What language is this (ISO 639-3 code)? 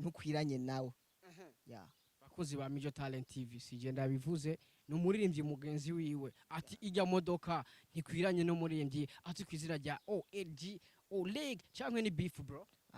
run